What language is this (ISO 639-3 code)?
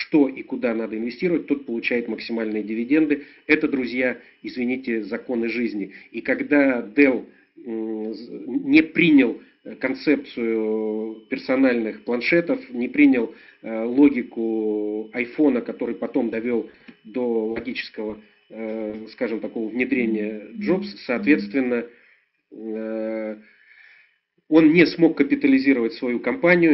rus